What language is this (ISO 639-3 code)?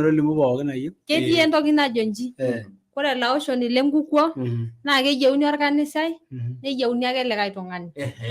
mas